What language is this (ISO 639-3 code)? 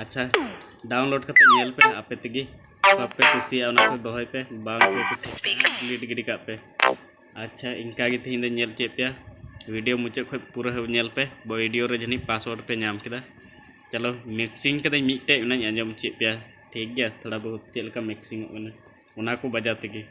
sat